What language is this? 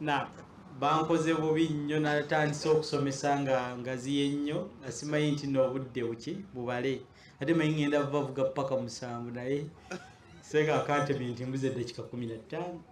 Ganda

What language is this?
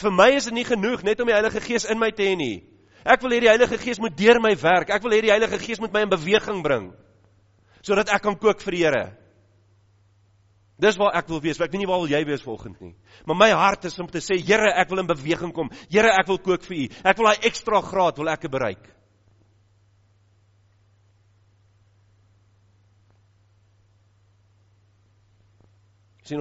Afrikaans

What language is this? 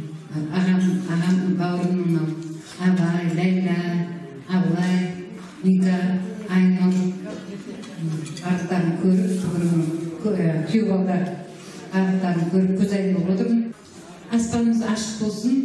Kazakh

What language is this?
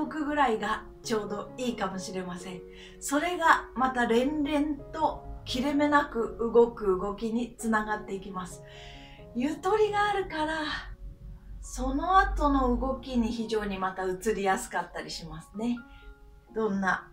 Japanese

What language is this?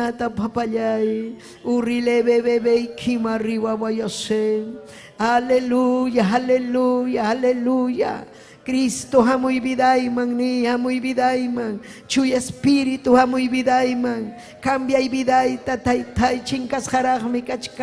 Ayacucho Quechua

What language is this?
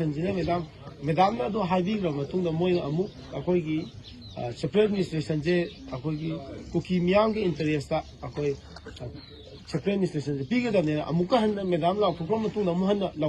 Manipuri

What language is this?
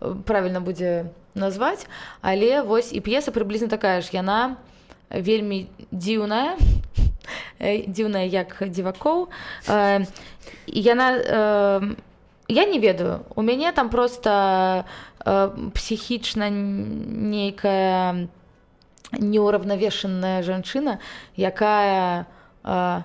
Belarusian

